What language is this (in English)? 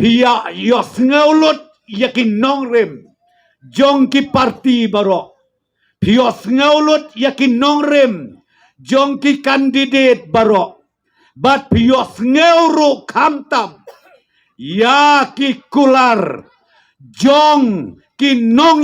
Khasi